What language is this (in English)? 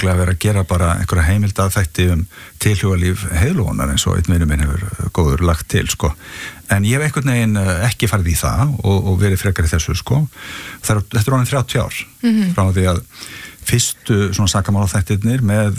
Icelandic